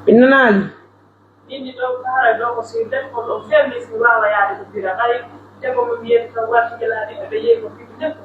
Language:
Pular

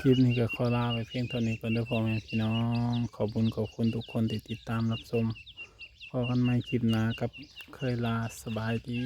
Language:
Northeastern Thai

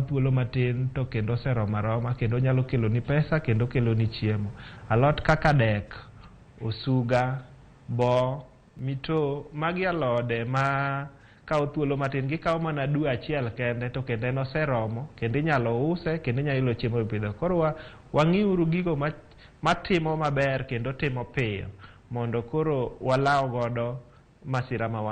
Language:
Luo (Kenya and Tanzania)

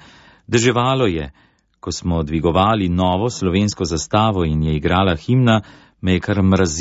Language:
Slovenian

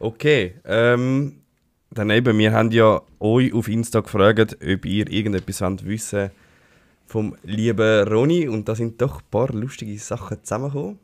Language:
Swiss German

